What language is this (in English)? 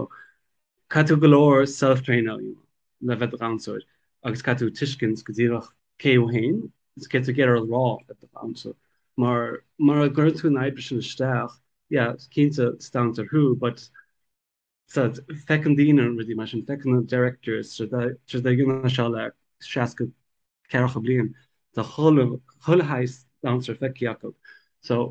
Irish